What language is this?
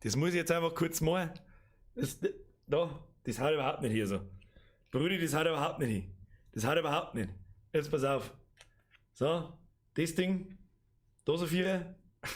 Bavarian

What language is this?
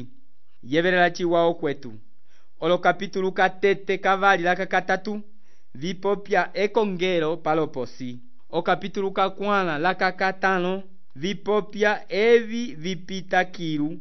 Umbundu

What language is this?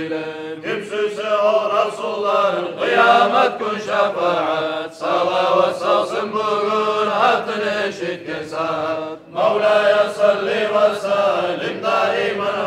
Kumyk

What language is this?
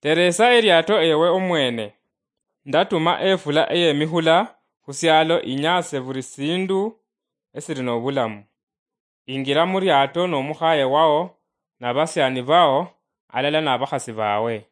Luyia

